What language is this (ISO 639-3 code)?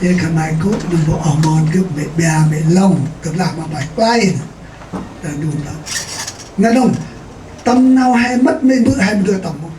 cmo